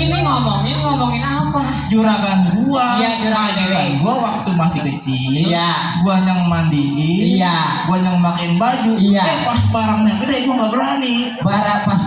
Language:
Betawi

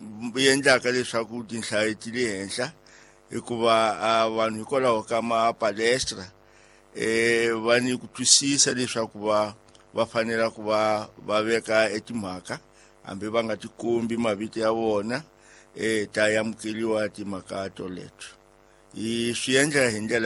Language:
Tsonga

